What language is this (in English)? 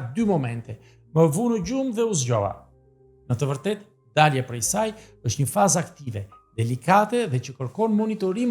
Albanian